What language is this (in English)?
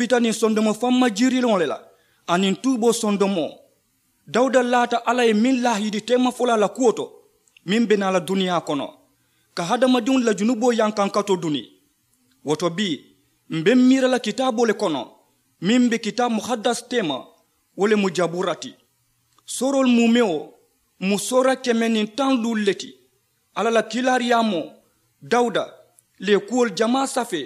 Mandingo